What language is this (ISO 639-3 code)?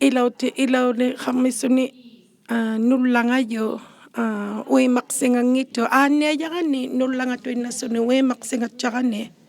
iku